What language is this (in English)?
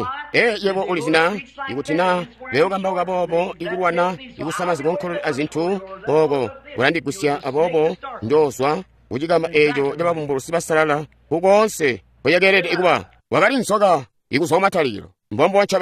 Tonga (Zambia)